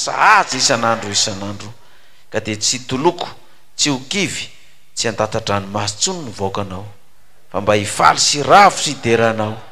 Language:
Malagasy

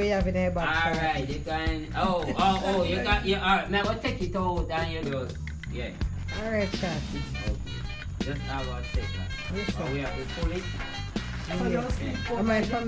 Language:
Jamaican Creole English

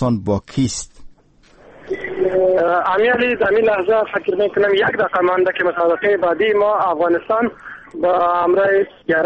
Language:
Persian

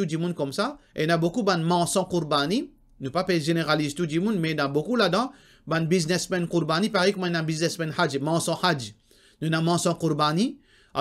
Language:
Morisyen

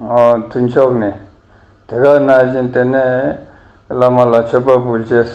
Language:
Ladakhi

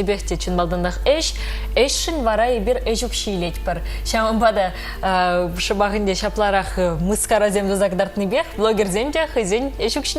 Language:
Chuvash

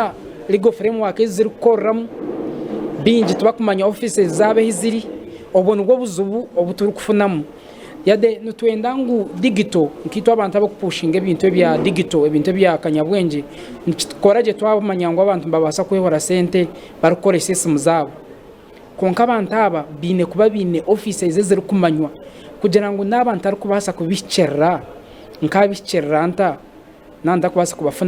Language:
Nyankole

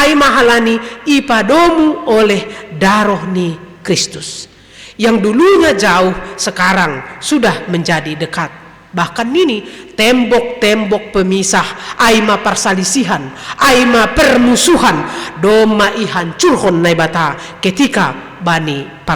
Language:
Batak Simalungun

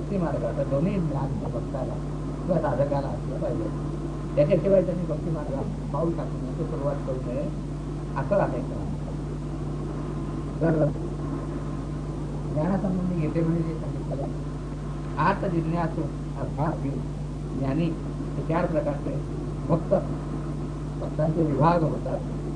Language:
Marathi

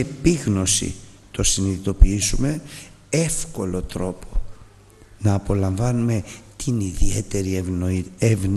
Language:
Greek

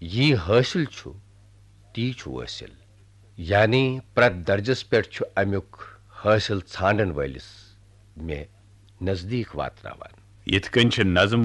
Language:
Kashmiri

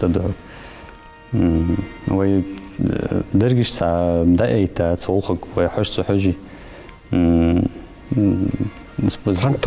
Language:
Ingush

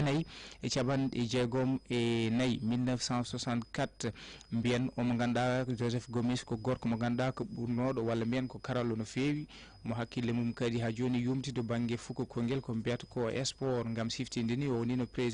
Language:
Fula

